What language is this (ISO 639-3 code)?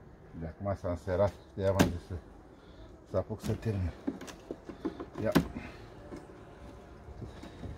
ron